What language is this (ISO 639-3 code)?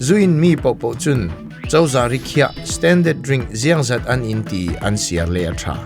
cfm